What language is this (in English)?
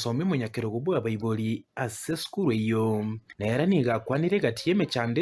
Gusii